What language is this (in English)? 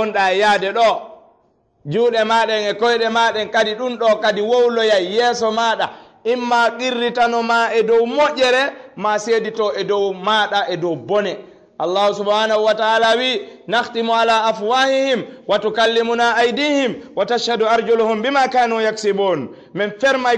Fula